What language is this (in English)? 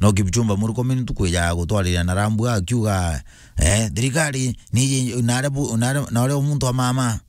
Meru